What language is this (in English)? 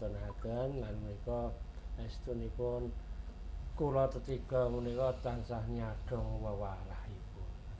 Javanese